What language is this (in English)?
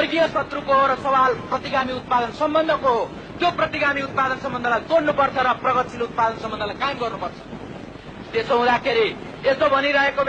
Nepali